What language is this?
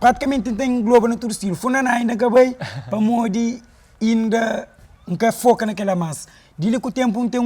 Kabuverdianu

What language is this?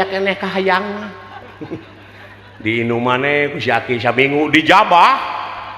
Sundanese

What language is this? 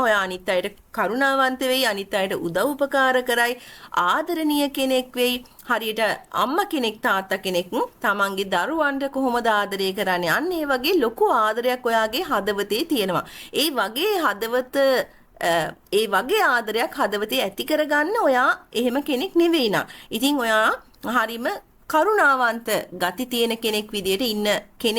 Sinhala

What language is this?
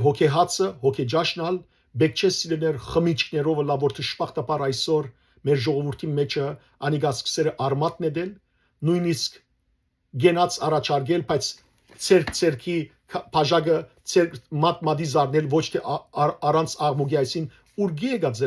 Western Armenian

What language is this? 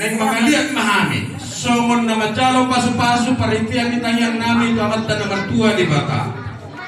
Batak Toba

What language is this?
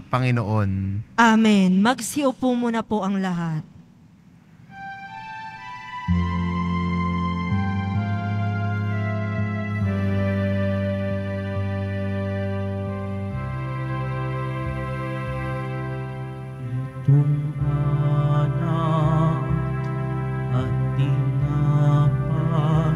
Filipino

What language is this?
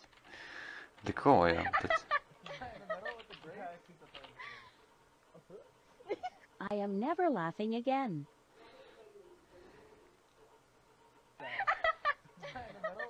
Hungarian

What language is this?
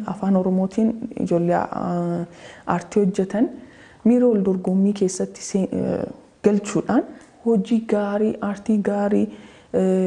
Oromo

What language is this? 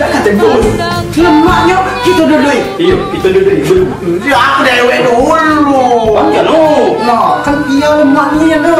Musi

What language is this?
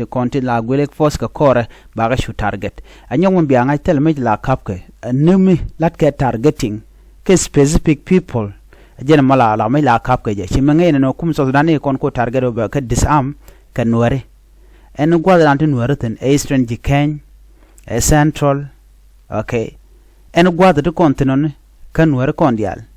Nuer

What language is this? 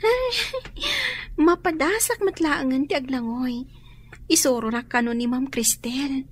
Iloko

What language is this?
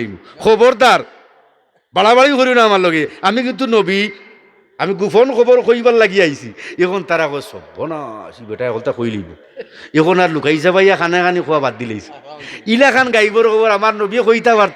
Sylheti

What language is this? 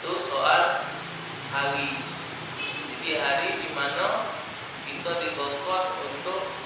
Musi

